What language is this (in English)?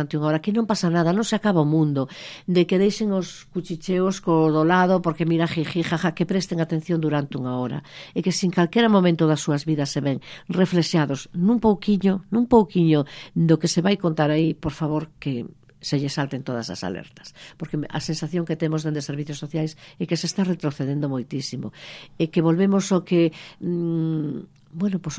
Galician